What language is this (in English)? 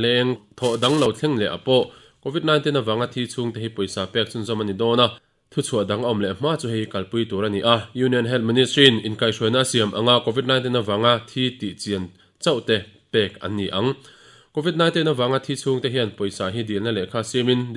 Mizo